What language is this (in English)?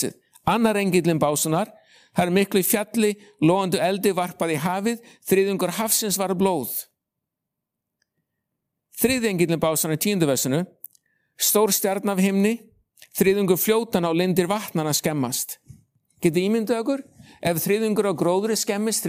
Icelandic